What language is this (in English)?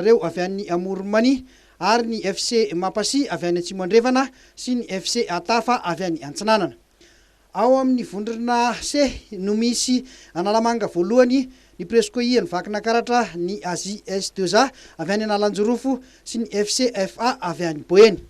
Malagasy